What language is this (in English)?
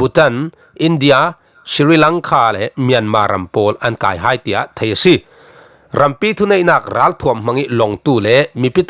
Falam Chin